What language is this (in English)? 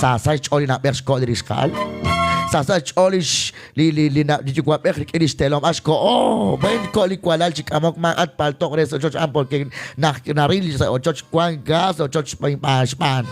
Kekchí